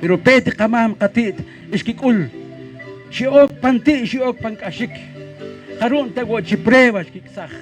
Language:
Poqomchi'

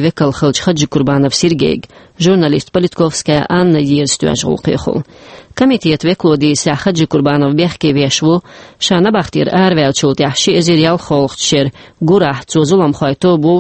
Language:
Chechen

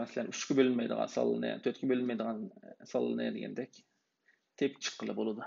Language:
Uyghur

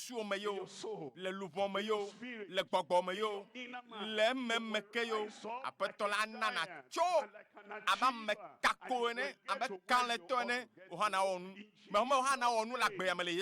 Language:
Ewe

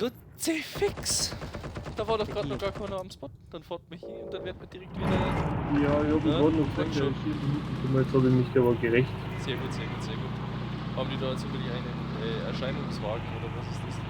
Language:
Bavarian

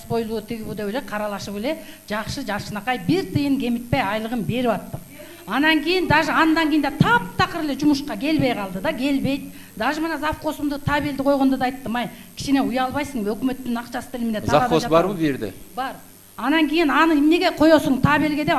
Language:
Kyrgyz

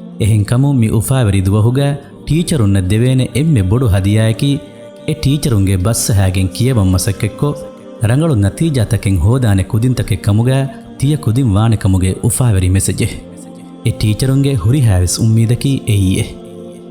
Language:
Divehi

